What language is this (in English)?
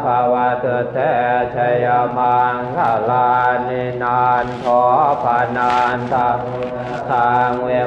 Pali